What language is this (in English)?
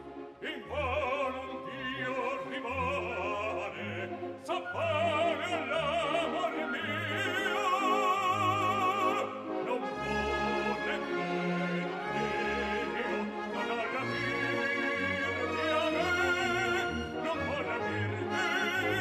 Italian